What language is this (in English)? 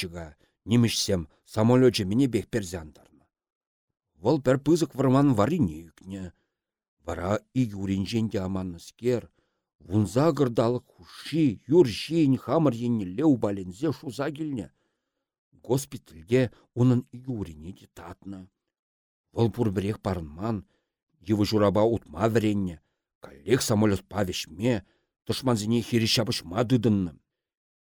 Chuvash